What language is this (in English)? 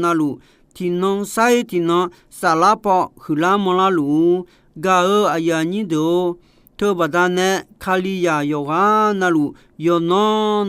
Akha